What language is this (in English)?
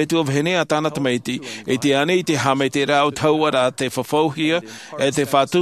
Tahitian